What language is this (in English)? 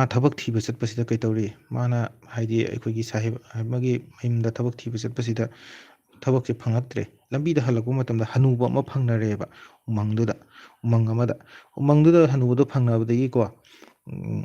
Manipuri